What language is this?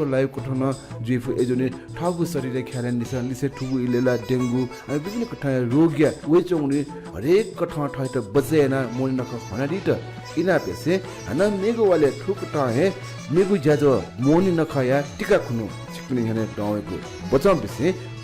Newari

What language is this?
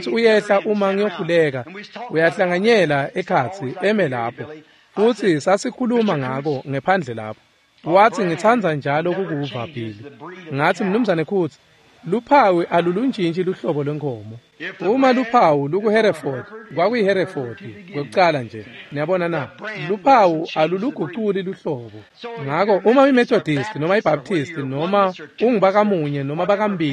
Swati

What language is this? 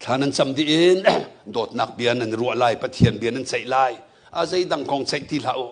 Hakha Chin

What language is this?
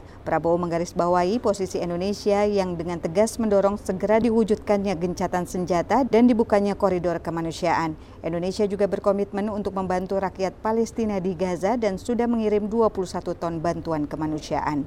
Indonesian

